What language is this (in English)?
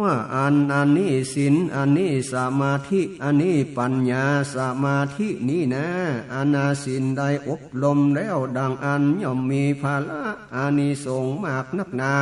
Northern Thai